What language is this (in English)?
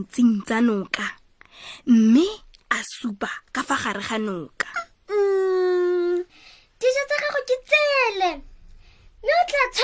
Tswana